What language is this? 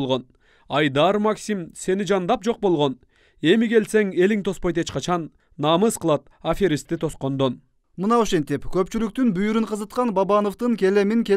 Kyrgyz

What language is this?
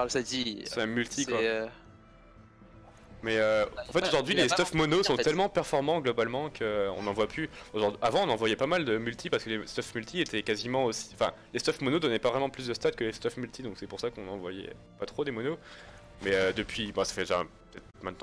French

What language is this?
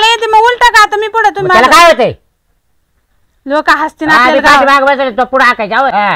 Marathi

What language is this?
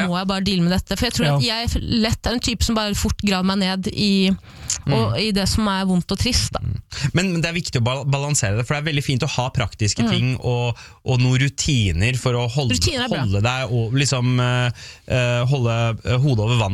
Norwegian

